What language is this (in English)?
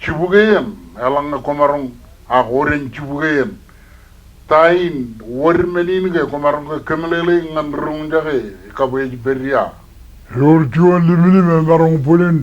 Marshallese